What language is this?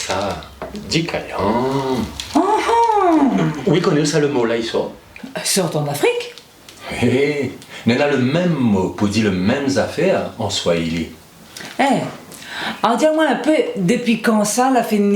Réunion Creole French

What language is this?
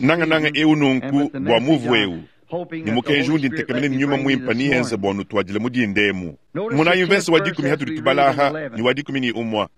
Luba-Lulua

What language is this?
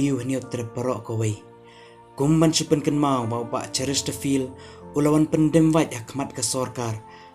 Khasi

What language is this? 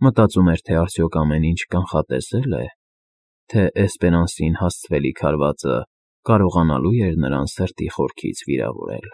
Armenian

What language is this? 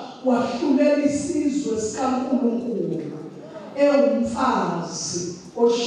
Zulu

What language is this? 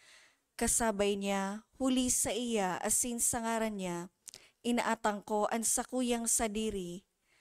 Bikol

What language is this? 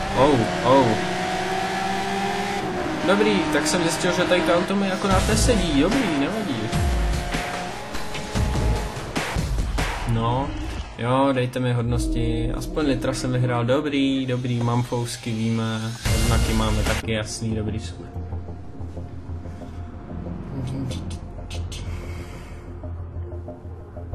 Czech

